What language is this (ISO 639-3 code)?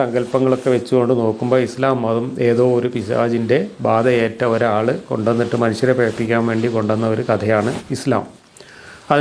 mal